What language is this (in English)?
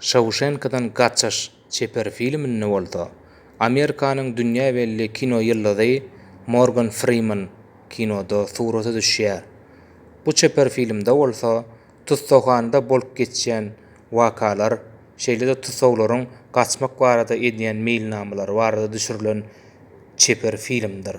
Turkmen